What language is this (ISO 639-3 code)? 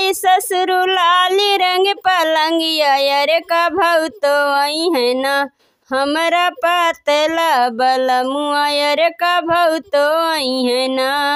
bho